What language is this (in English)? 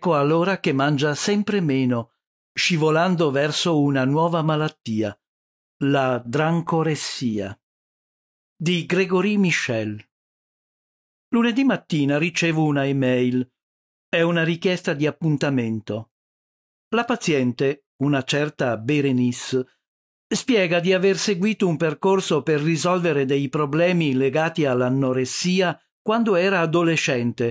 Italian